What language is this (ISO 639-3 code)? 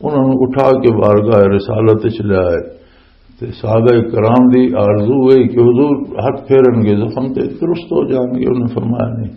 lah